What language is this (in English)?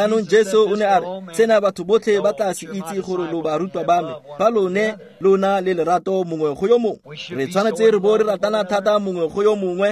Tswana